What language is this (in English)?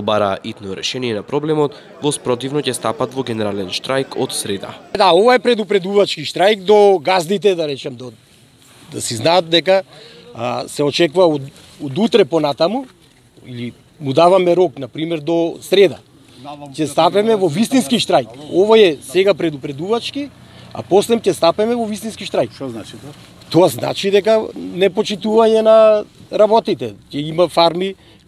Macedonian